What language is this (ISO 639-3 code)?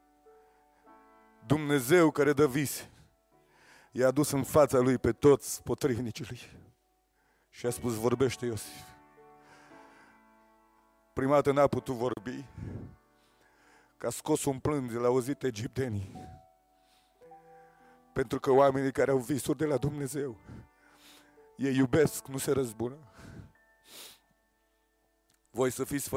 ron